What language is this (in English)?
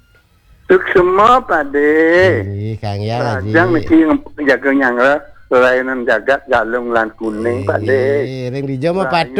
Balinese